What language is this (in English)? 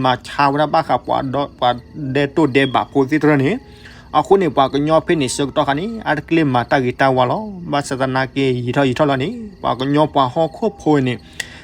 S'gaw Karen